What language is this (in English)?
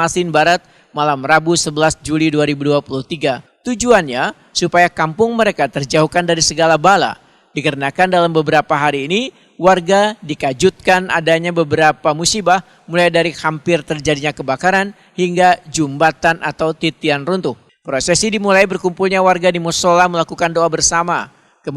Banjar